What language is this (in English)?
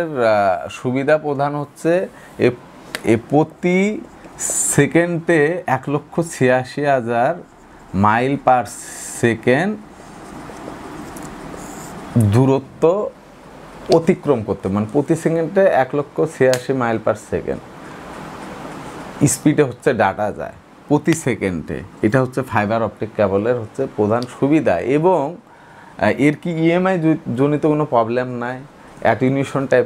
Bangla